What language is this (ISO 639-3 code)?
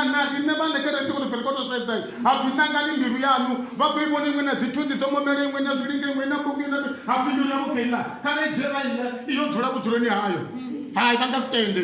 ven